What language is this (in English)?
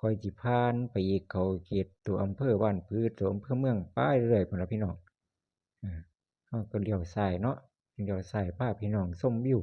Northeastern Thai